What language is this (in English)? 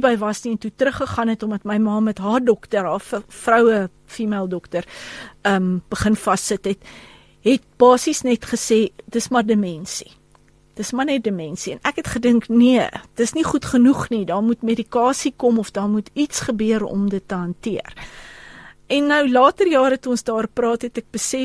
Afrikaans